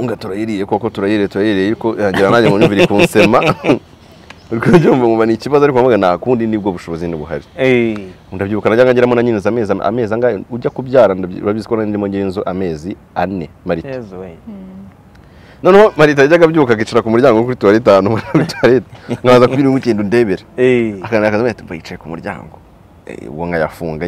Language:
Kinyarwanda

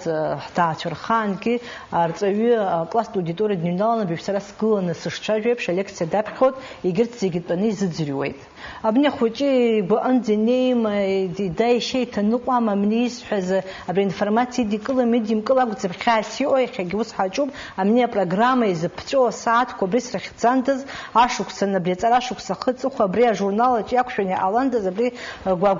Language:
Abkhazian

